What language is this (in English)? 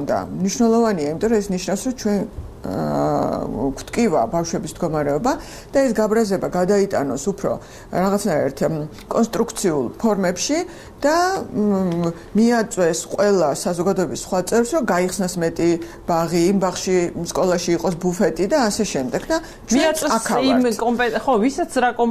Georgian